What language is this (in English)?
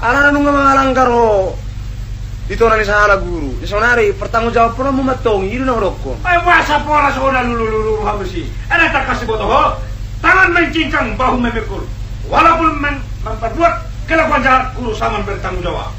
Batak Toba